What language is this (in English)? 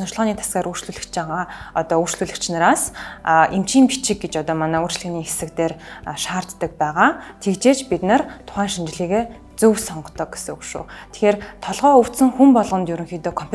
Mongolian